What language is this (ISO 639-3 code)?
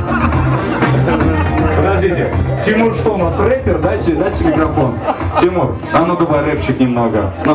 rus